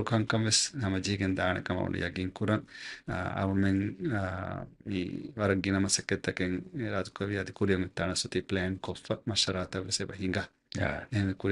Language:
Divehi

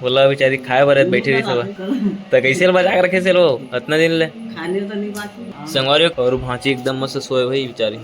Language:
Chhattisgarhi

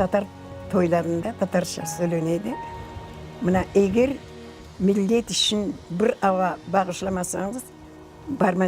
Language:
Crimean Tatar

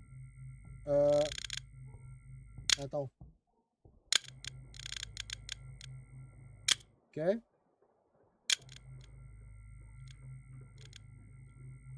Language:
French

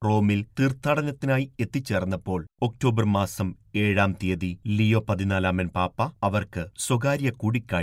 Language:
Malayalam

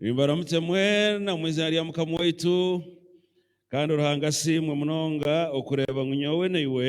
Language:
Nyankole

